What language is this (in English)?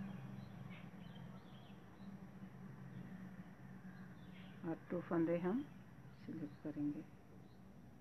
Hindi